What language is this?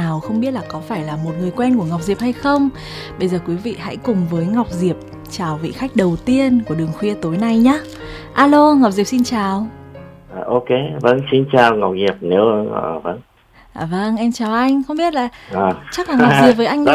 Vietnamese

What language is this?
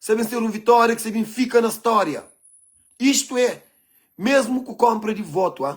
Kabuverdianu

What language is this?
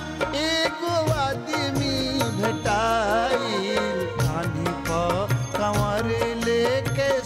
Bhojpuri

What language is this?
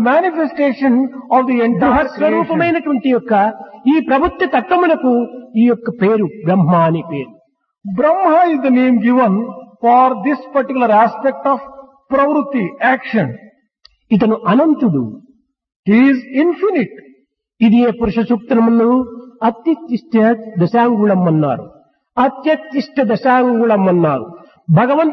Telugu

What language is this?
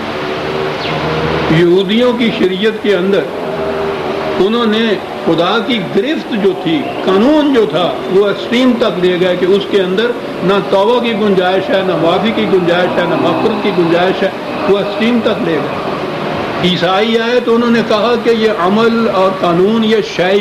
Urdu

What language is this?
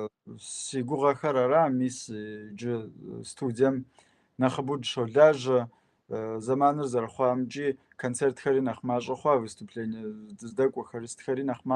Kabardian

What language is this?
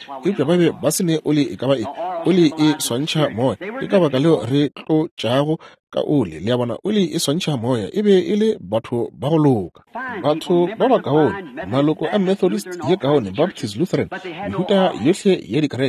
Northern Sotho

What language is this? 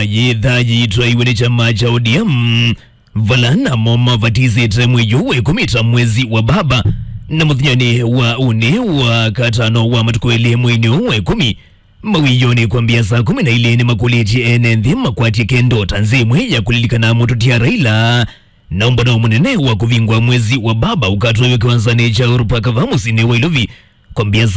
Kamba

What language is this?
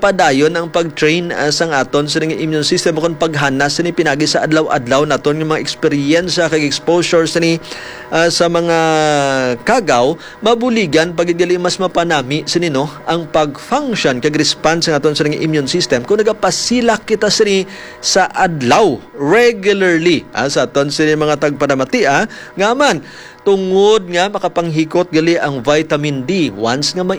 Hiligaynon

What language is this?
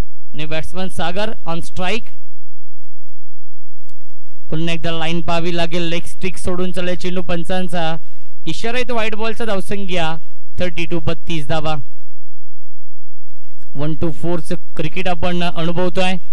Marathi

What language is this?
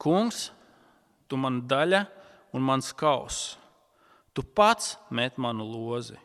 Latvian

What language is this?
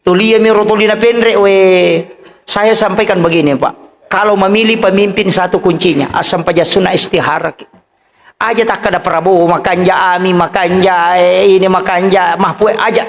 Buginese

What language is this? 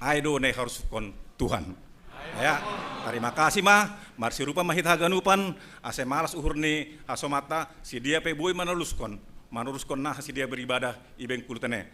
Batak Simalungun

